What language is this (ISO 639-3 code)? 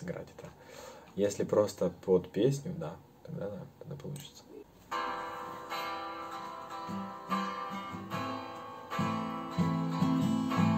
rus